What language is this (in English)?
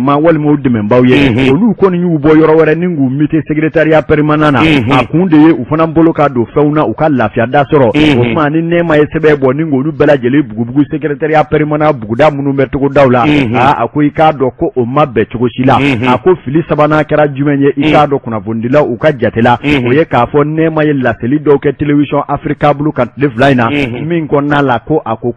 Bambara